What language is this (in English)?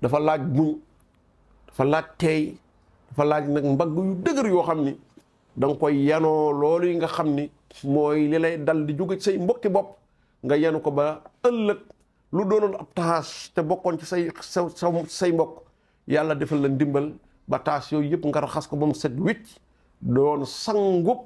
Wolof